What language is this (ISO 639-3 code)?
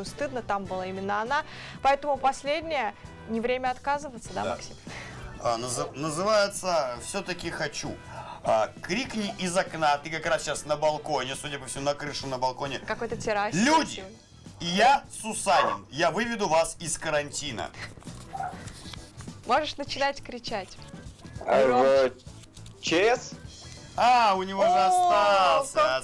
rus